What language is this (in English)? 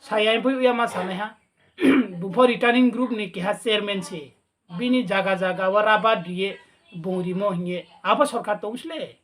Riang (India)